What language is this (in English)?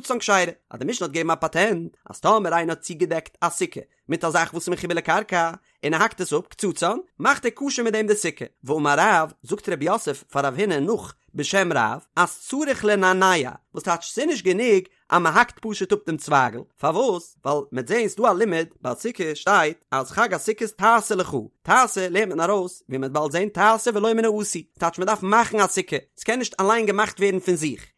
Yiddish